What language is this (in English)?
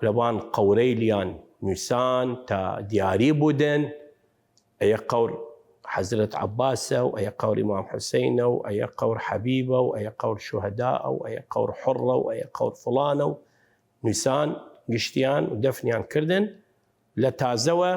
Southern Kurdish